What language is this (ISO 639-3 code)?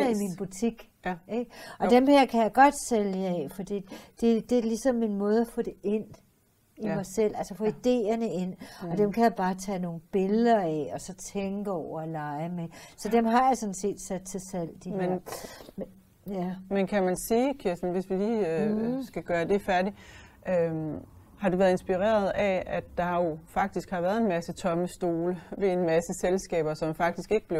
dan